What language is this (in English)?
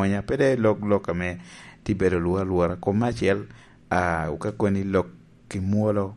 Lango (Uganda)